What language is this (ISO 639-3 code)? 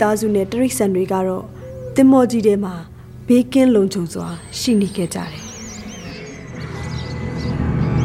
mya